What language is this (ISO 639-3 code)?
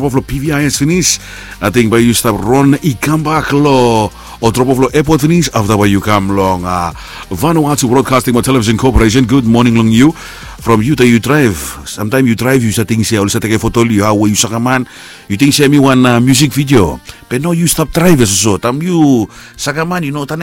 bis